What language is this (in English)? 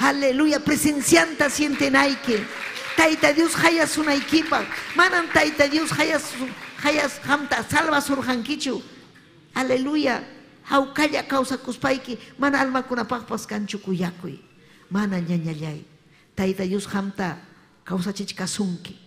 Ayacucho Quechua